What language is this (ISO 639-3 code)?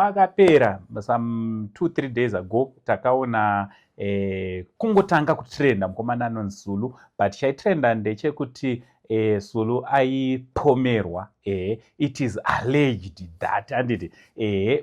sna